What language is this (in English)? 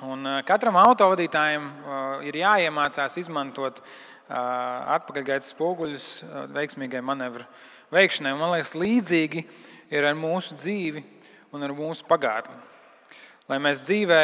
Latvian